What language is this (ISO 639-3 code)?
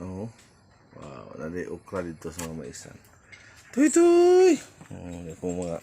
ceb